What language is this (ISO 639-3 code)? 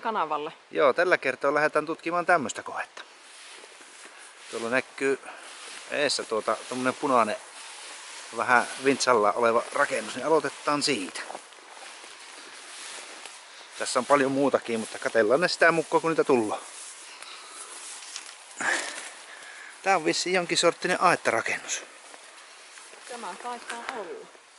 fin